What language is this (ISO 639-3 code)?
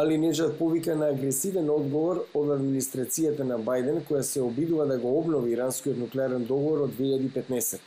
mkd